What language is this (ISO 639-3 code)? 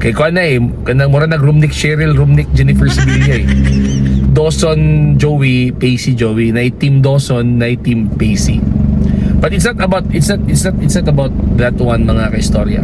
ceb